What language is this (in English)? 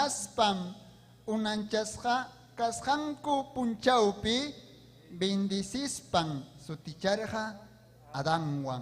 Ayacucho Quechua